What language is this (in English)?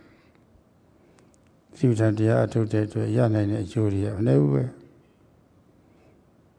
Burmese